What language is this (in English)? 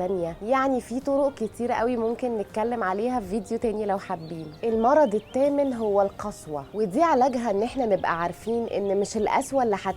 Egyptian Arabic